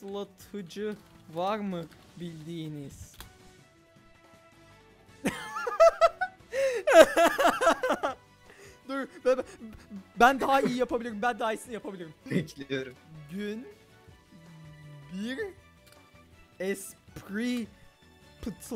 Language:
Turkish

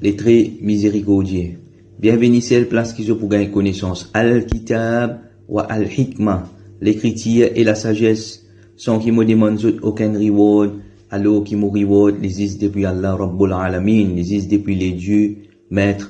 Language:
Morisyen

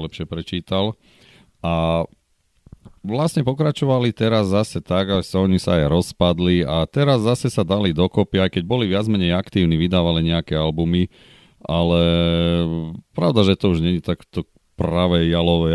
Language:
Slovak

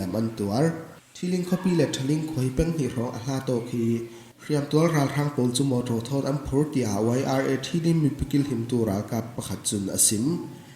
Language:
Falam Chin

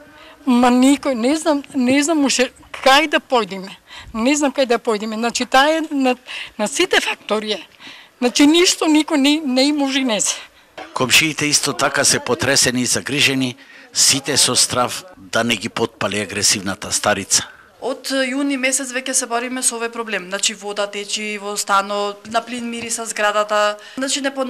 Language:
Macedonian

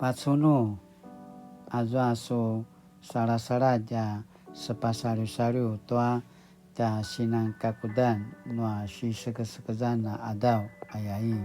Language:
Paiwan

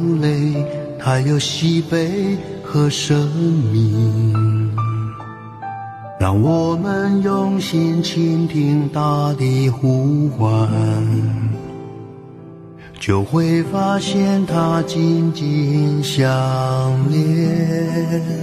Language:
Chinese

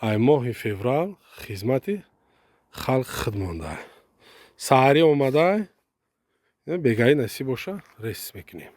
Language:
Tajik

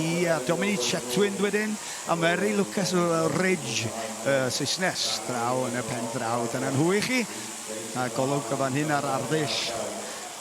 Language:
Welsh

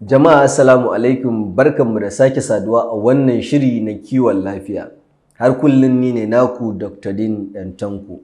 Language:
Hausa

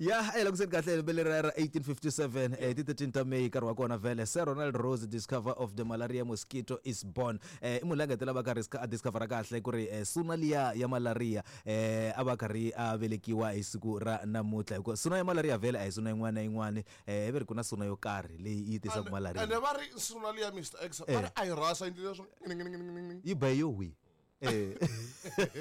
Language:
Tsonga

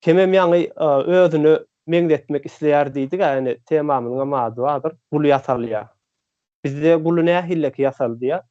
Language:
Turkmen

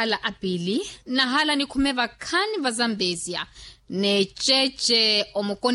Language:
Makhuwa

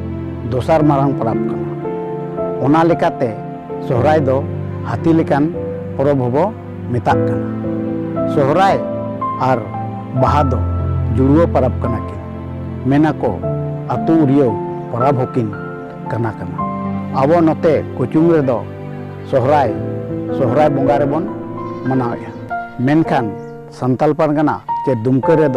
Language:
Santali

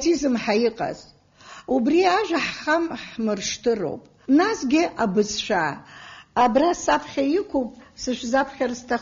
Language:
Abkhazian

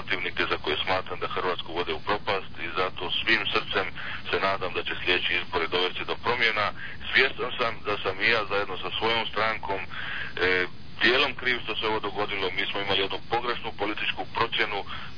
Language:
Croatian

